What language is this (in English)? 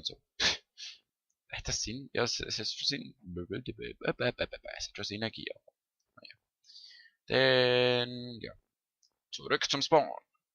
Swiss German